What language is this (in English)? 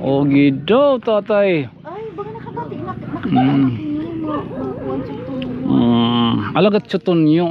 Waray